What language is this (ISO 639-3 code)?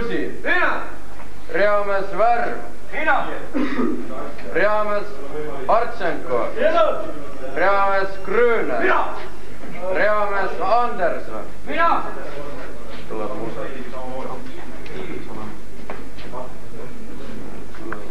est